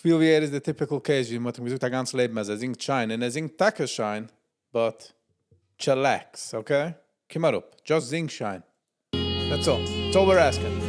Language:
Yiddish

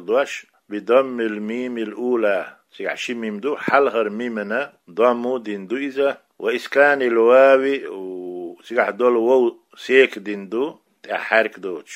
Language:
Chechen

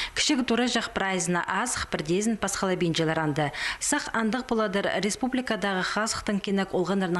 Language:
Khakas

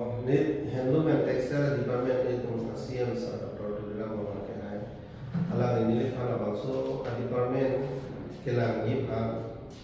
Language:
Karbi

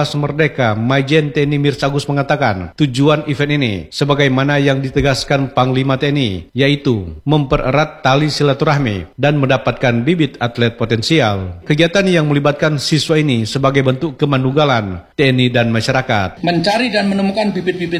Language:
Indonesian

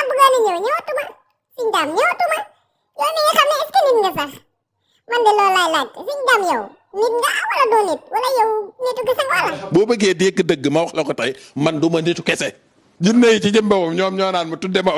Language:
Wolof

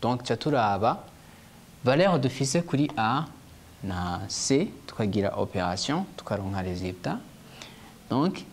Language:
Rundi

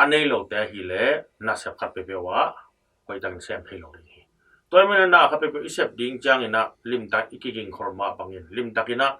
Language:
Tedim Chin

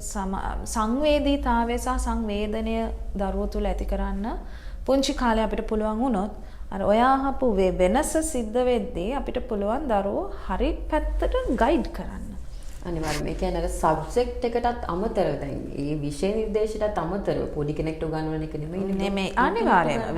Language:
Sinhala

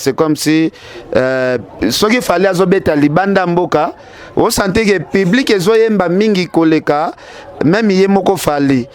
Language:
Lingala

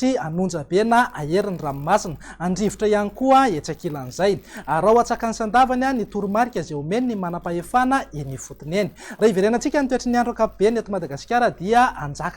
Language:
Malagasy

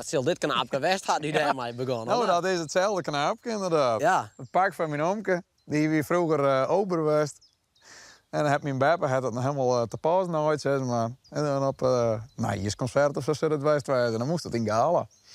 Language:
Western Frisian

